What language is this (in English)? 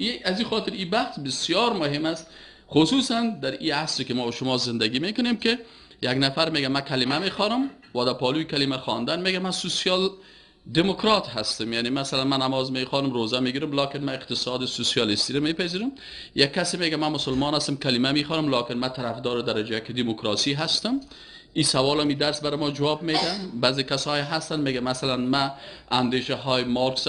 Persian